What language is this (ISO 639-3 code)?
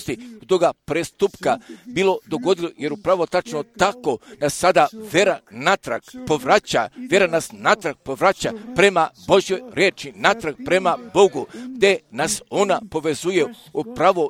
hrv